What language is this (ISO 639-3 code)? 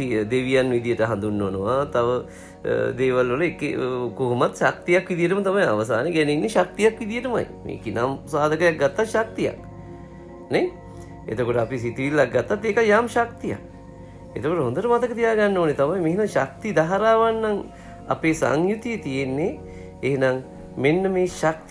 sin